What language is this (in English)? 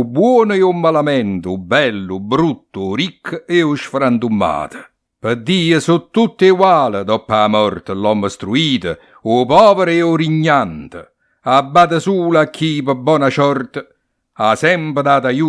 Neapolitan